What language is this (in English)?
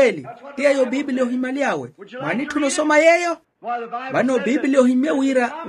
Makhuwa